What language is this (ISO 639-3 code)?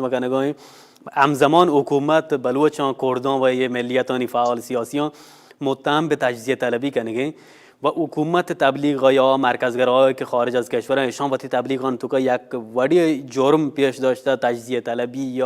bal